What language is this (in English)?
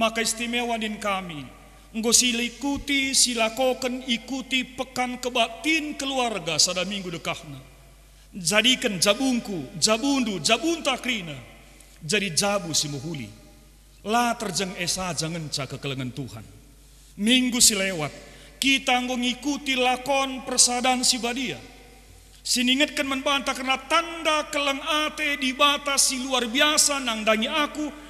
Batak Karo